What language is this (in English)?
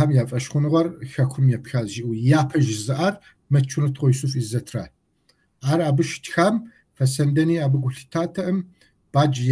Kabardian